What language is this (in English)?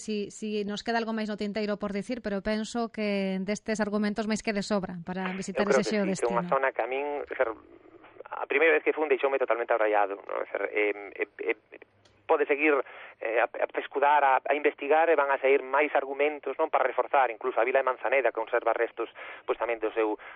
Galician